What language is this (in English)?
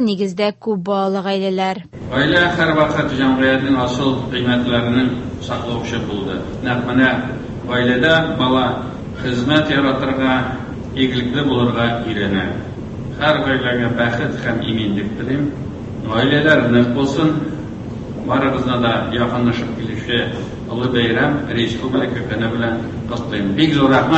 Tatar